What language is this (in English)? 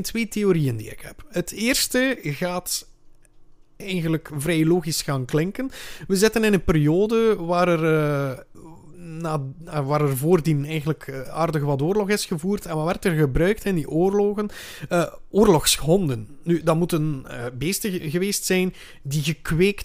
Dutch